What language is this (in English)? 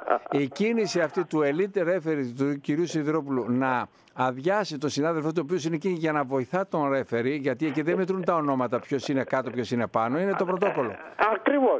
Greek